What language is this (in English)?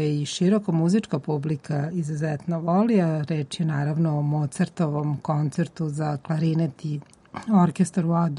Serbian